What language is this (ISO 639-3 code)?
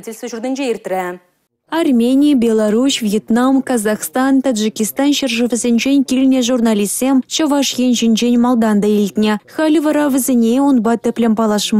chv